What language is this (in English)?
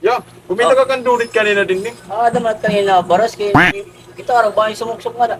Waray